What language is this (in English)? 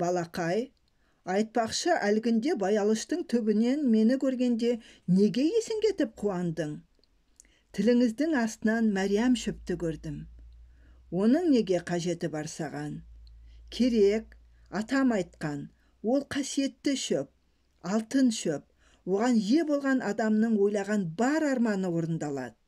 Kazakh